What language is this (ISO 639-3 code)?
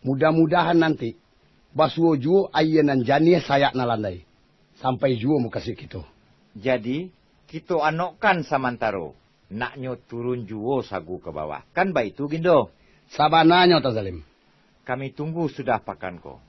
min